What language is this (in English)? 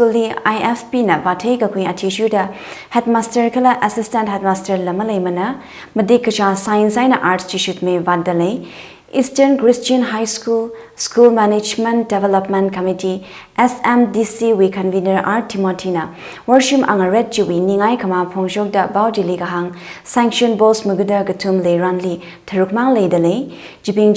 Tangkhul Naga (India)